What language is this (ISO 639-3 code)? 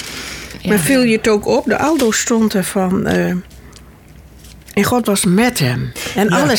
nld